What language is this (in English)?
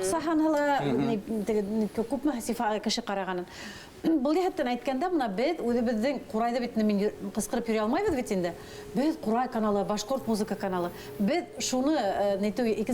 Bashkir